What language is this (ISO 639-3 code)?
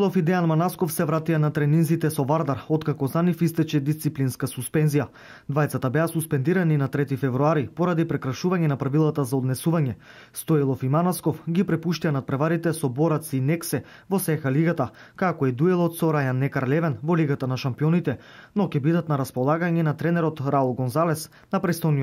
mkd